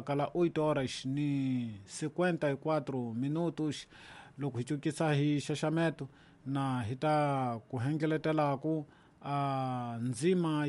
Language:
Tsonga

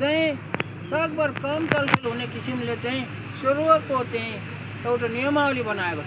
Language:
Nepali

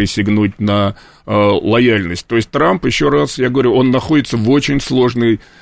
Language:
Russian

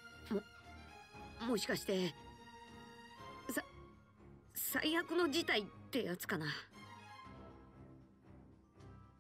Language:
Japanese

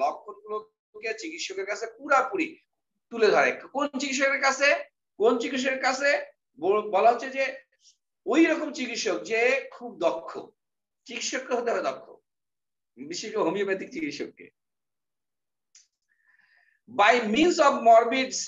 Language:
Bangla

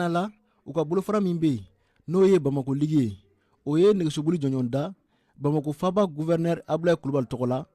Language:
Bambara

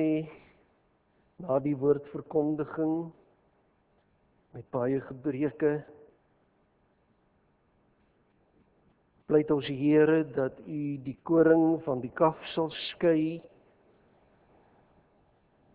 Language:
Afrikaans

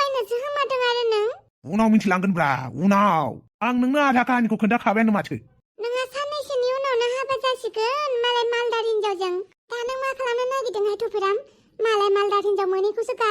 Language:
Bodo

